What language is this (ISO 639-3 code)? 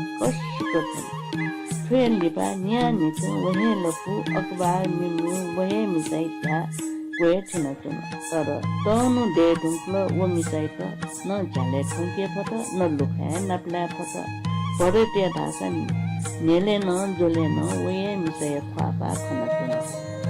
new